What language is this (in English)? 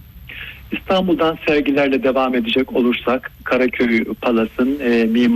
Turkish